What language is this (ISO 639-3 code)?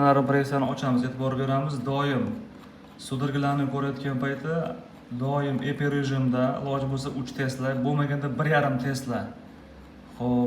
uzb